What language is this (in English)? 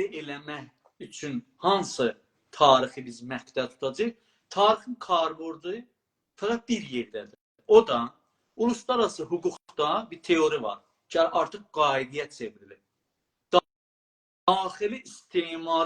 South Azerbaijani